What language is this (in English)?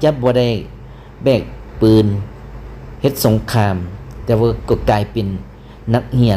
Lao